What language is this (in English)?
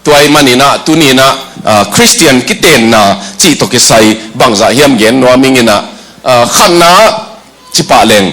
Tedim Chin